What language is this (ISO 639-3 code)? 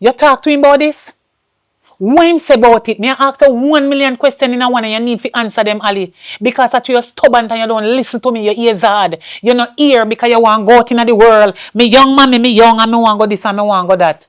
jam